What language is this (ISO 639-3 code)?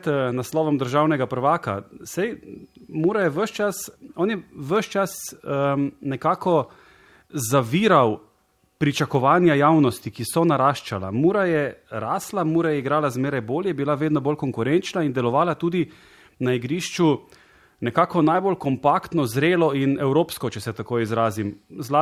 slv